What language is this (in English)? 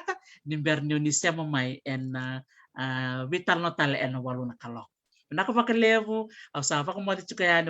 Fijian